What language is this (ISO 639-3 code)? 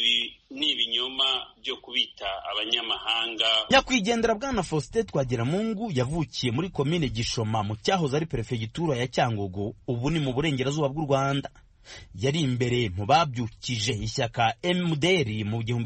kin